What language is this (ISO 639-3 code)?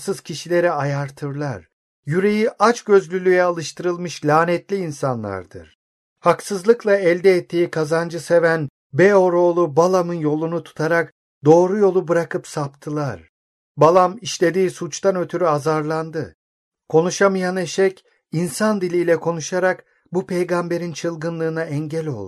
tur